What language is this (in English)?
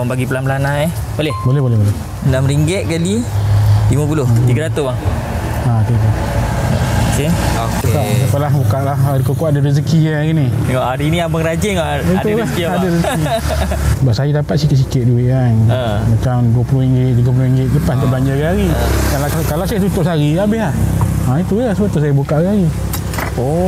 Malay